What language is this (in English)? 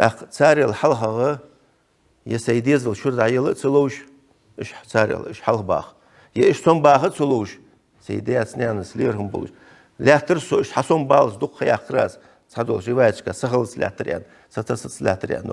Ingush